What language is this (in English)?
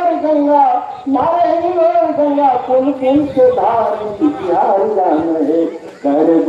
Magahi